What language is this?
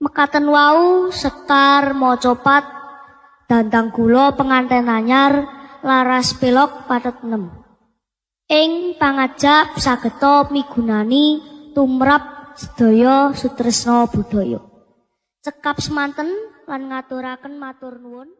Javanese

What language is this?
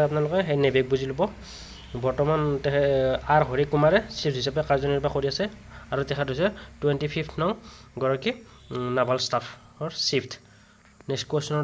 Assamese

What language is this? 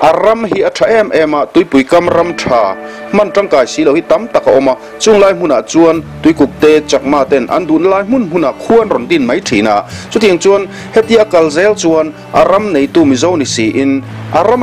Mizo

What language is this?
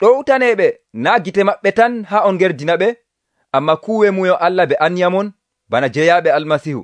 Nigerian Fulfulde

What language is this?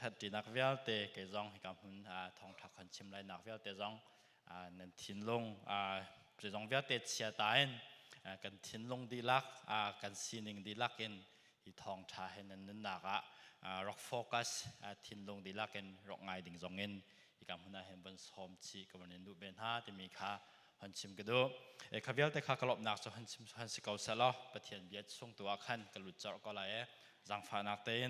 Hakha Chin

